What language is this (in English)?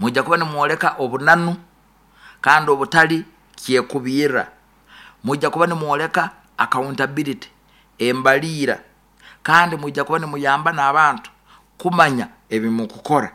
Nyoro